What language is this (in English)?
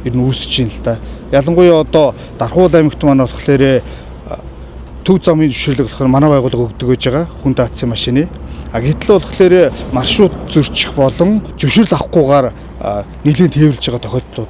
Mongolian